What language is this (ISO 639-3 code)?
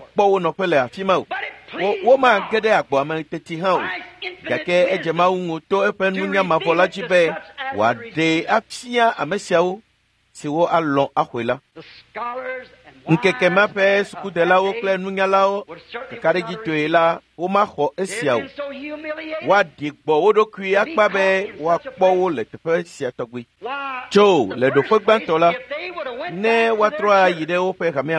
ewe